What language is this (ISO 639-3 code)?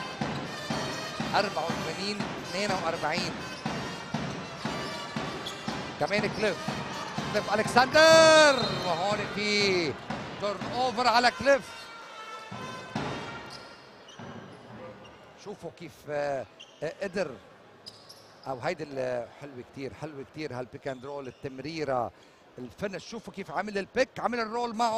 apc